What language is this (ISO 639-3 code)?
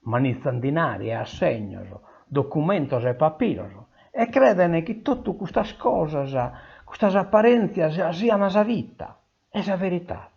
srd